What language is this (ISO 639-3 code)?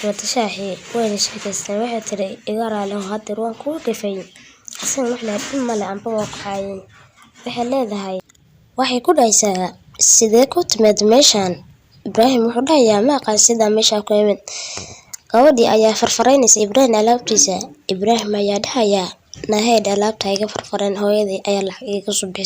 som